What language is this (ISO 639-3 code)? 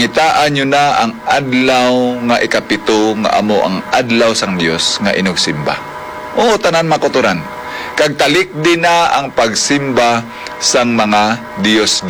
hil